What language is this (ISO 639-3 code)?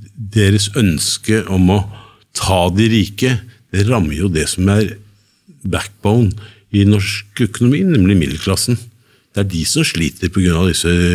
nor